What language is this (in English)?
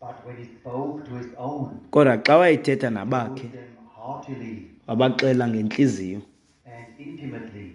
Xhosa